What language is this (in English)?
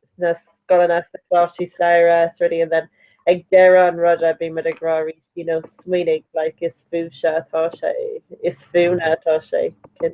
Irish